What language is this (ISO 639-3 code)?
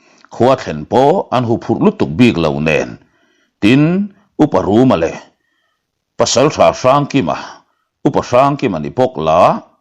lus